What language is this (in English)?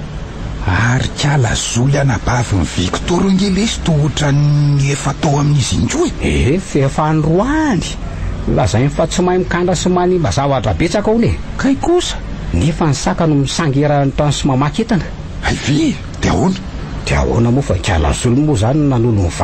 Malagasy